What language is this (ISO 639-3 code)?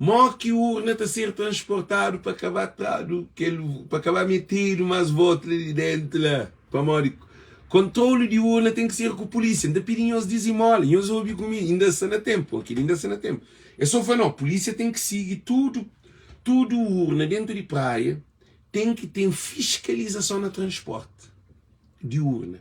kea